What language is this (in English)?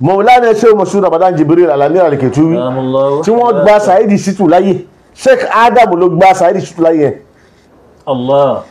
Yoruba